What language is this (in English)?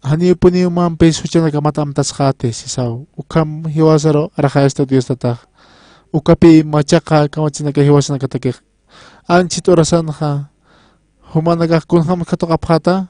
Aymara